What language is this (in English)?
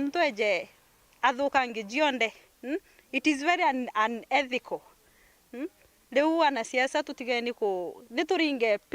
Meru